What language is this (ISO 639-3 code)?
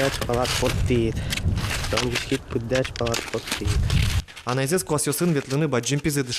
udm